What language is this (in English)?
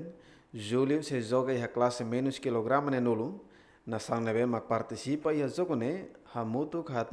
Tetum